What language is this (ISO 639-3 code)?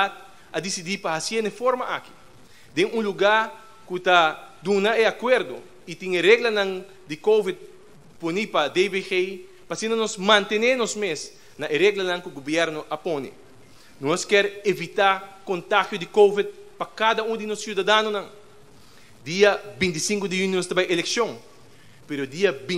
pap